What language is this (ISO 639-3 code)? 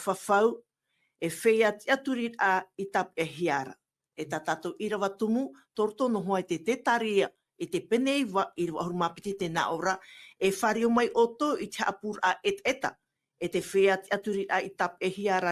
tah